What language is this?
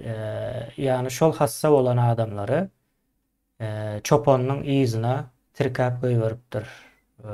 Turkmen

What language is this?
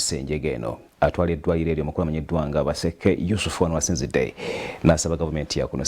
Ganda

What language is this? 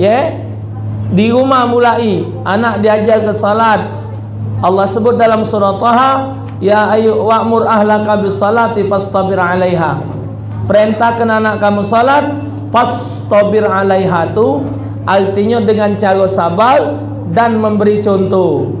Musi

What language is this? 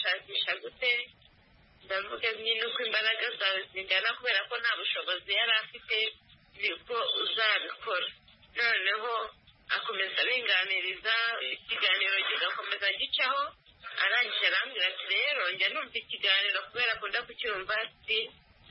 Kinyarwanda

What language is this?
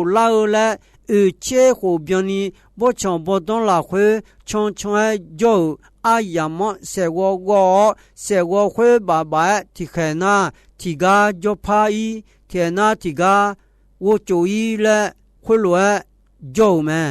Akha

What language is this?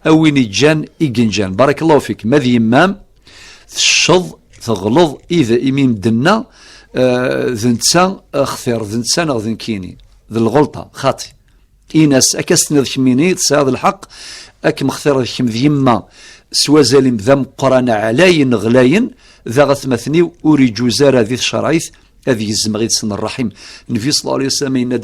Kabyle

